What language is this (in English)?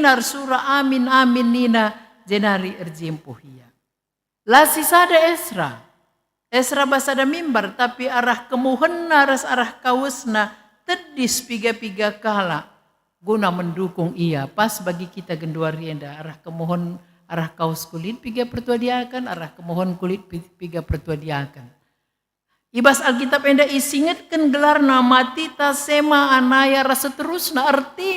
Batak Karo